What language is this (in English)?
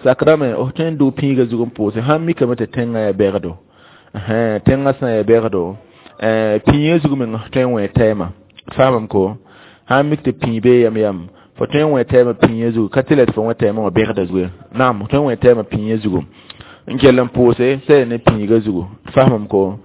Mossi